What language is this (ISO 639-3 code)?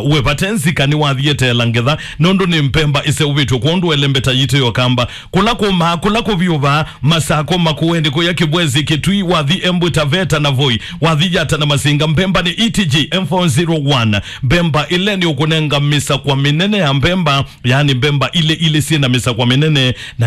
kam